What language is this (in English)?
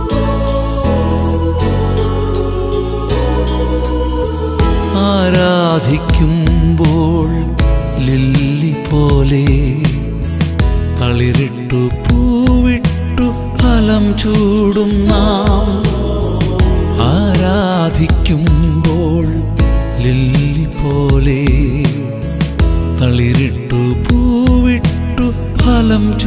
Malayalam